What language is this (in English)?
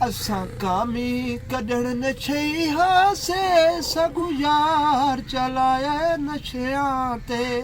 Saraiki